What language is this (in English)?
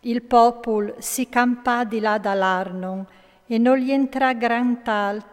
Friulian